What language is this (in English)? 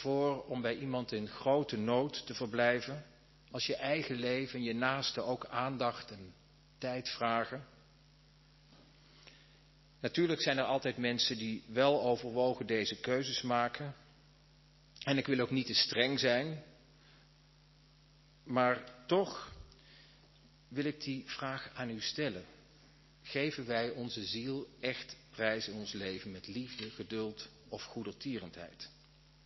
Dutch